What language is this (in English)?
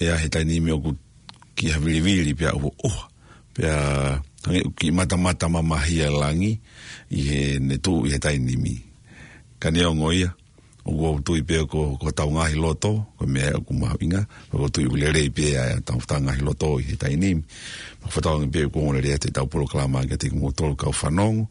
Tongan